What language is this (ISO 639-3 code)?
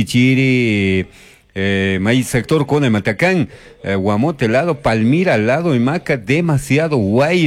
qug